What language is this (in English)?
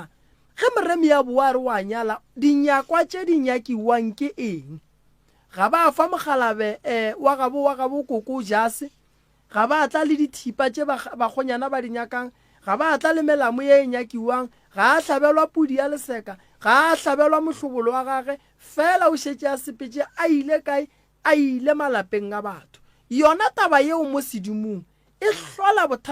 Northern Sotho